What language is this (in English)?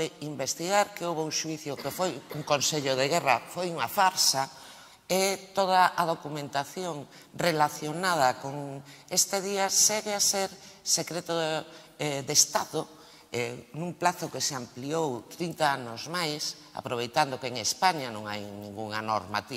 Galician